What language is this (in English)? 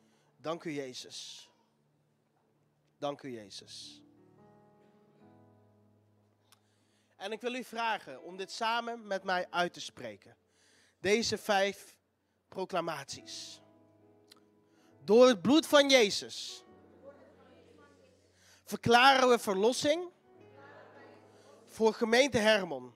Dutch